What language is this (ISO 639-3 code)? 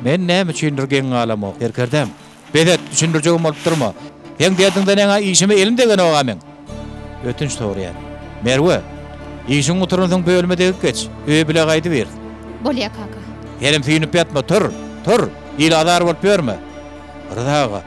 tuk